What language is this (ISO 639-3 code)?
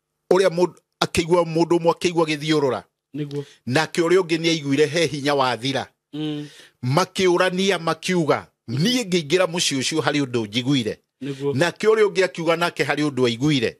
kik